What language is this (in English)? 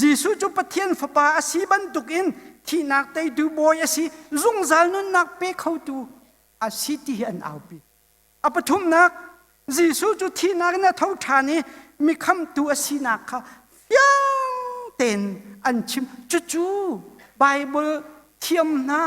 Hakha Chin